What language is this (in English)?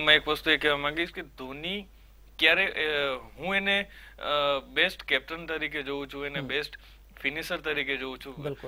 Gujarati